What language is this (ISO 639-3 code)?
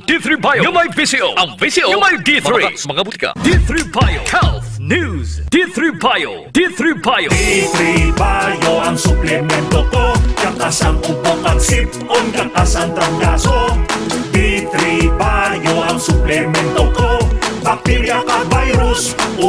hil